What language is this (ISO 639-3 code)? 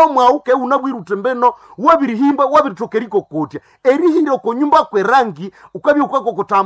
nnb